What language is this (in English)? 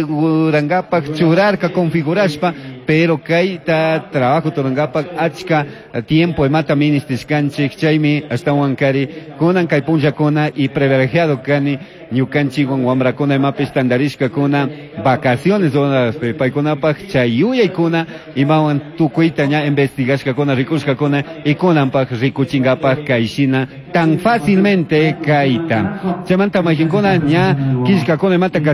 Chimborazo Highland Quichua